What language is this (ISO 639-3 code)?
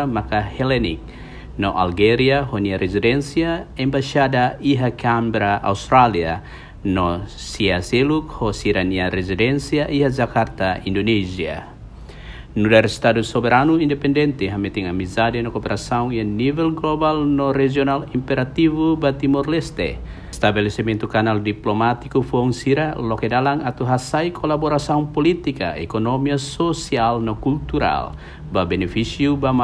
tet